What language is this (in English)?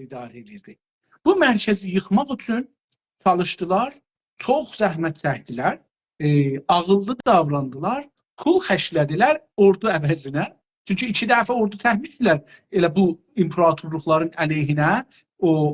South Azerbaijani